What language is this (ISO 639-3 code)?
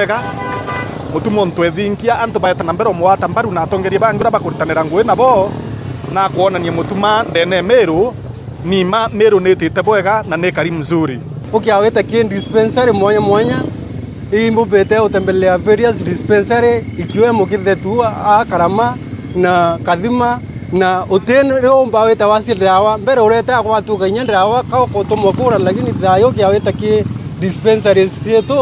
mer